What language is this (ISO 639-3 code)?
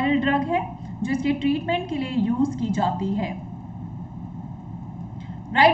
hin